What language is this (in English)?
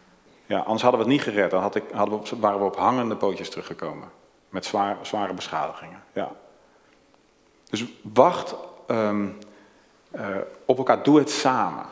Dutch